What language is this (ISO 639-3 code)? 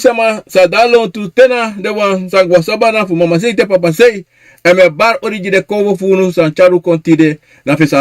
srn